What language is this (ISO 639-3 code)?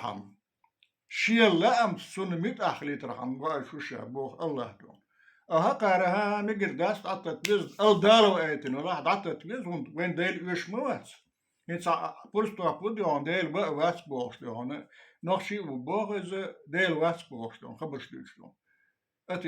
che